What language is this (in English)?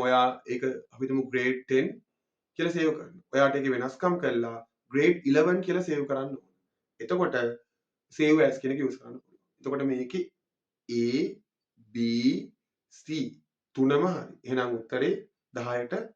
Sinhala